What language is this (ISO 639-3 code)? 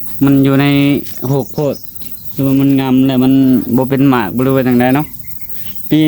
lao